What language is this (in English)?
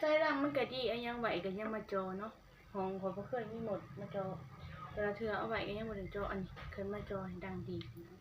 Northeastern Thai